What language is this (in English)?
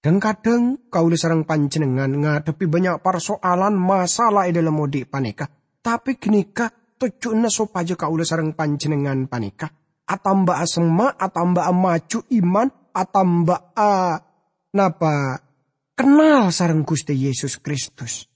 Madurese